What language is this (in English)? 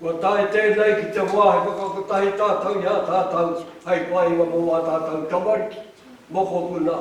Māori